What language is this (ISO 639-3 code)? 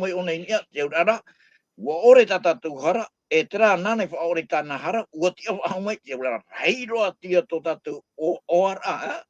tah